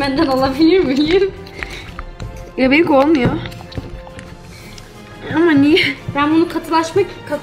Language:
Turkish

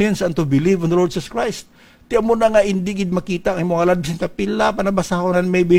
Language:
Hiligaynon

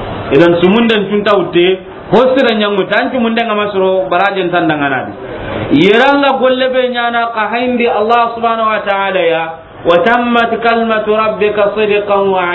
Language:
Soninke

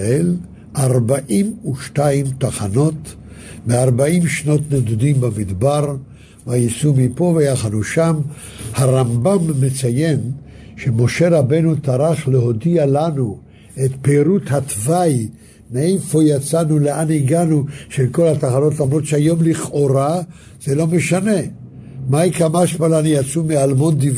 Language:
Hebrew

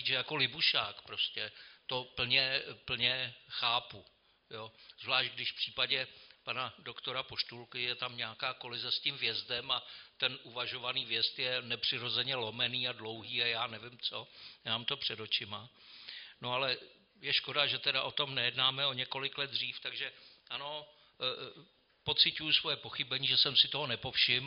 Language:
Czech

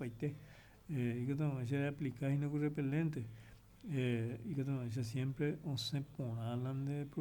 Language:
Guarani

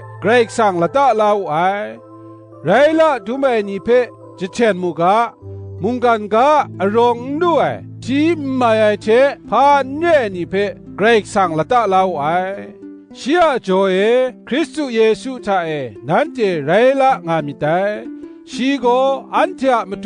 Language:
Kachin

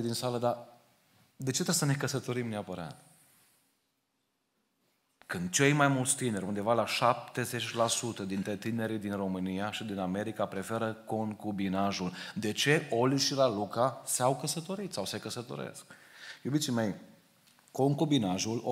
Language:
Romanian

